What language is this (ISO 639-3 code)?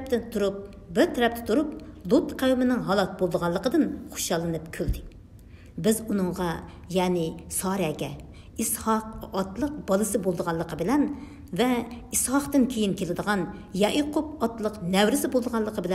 uig